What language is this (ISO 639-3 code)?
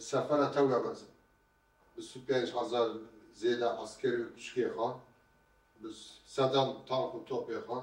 kur